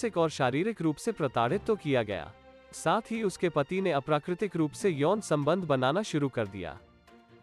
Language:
Hindi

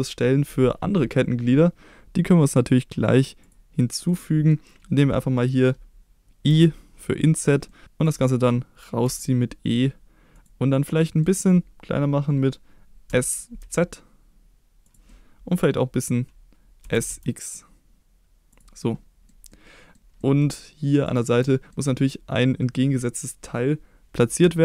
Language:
German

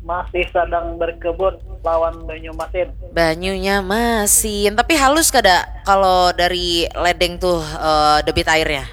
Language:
Banjar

